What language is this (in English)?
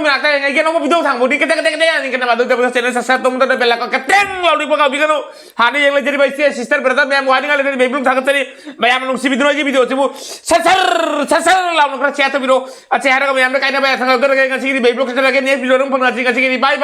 Manipuri